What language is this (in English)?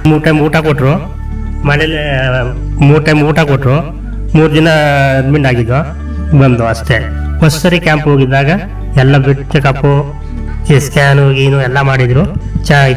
Kannada